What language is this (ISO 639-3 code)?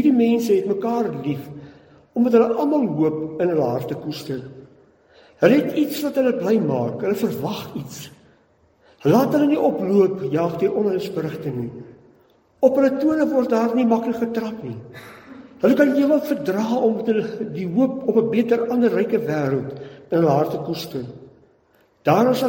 afr